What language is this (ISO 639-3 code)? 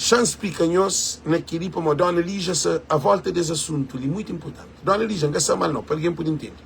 kea